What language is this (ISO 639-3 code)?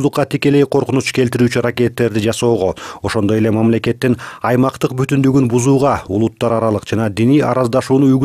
kir